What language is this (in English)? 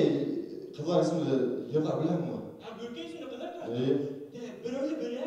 Bashkir